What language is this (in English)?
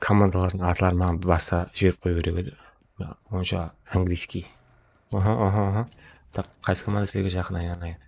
Kara-Kalpak